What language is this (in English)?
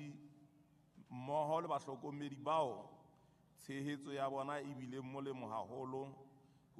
Southern Sotho